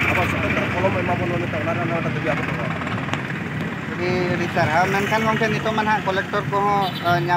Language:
Santali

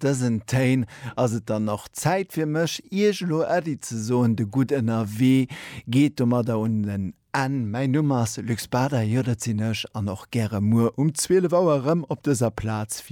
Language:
Luxembourgish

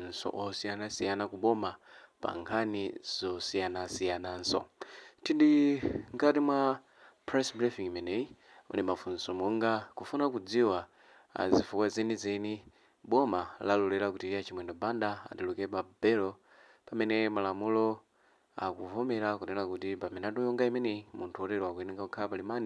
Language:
Nyanja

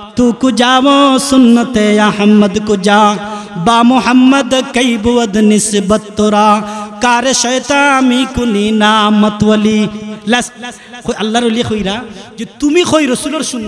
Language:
Sylheti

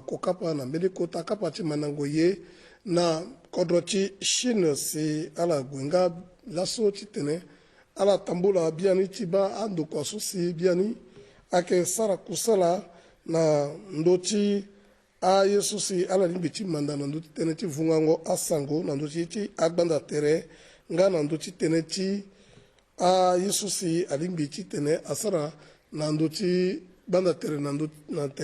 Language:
Sango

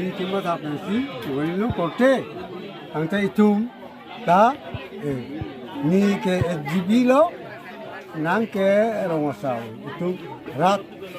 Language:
Karbi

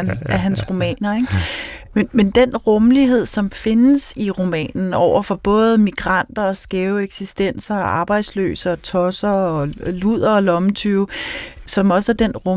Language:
Danish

